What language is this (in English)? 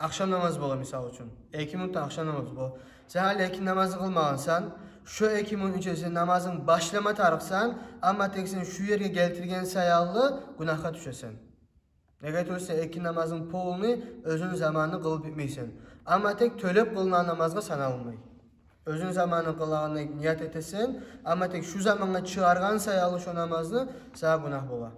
Kumyk